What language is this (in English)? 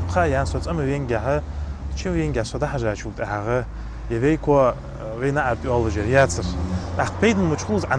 Ingush